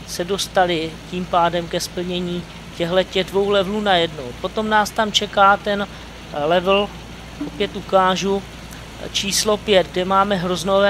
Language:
Czech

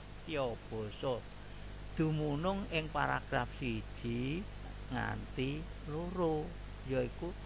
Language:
Javanese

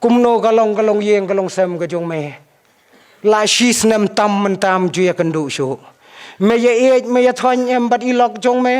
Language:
Khasi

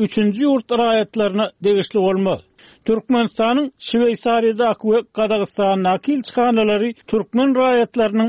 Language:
Turkmen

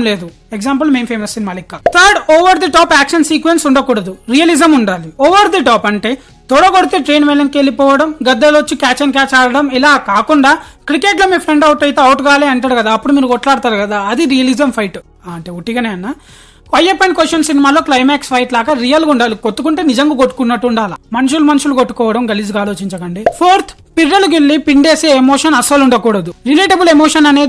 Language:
Telugu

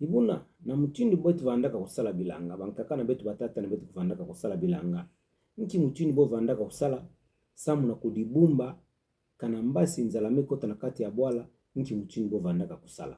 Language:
Kituba (Democratic Republic of Congo)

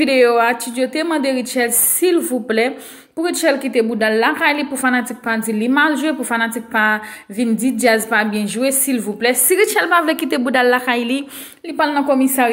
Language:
Haitian Creole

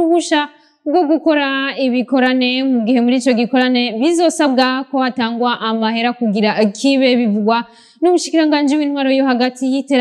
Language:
Rundi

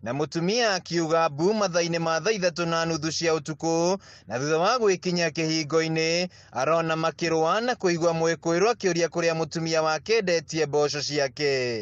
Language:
Kikuyu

